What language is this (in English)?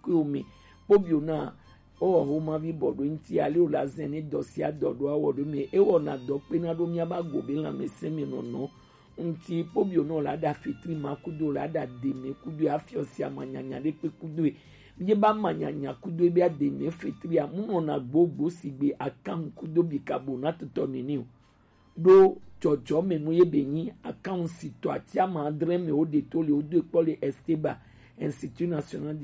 Gen